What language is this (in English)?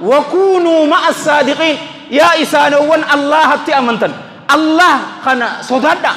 Oromo